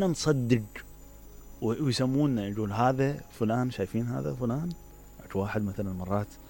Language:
Mesopotamian Arabic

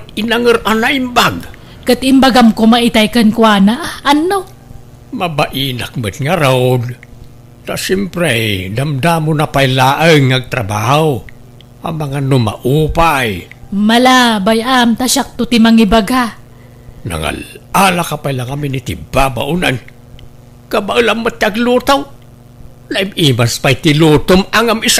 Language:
Iloko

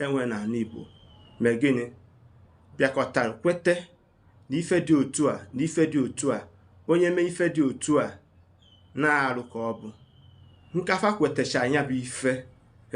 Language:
Igbo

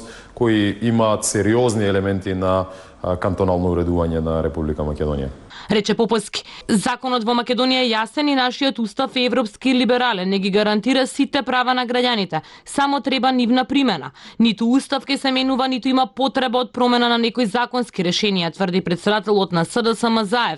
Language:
Macedonian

